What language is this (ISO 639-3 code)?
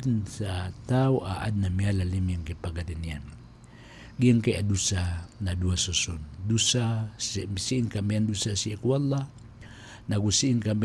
mrw